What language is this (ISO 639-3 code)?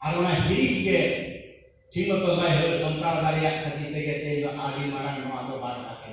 sat